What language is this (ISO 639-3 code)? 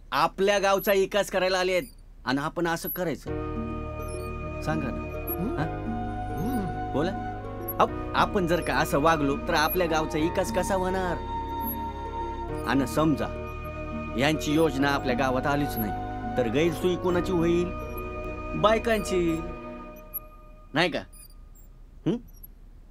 mar